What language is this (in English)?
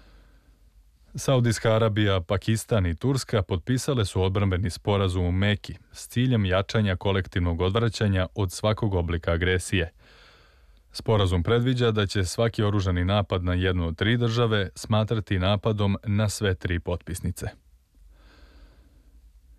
Serbian